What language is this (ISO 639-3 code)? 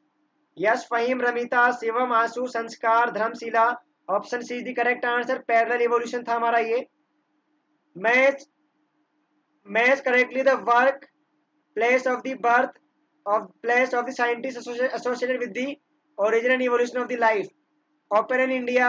hin